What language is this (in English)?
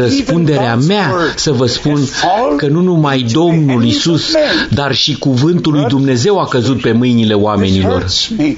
Romanian